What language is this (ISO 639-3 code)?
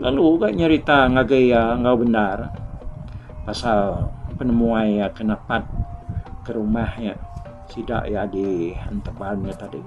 iba